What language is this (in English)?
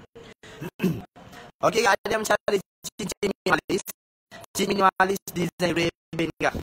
Malay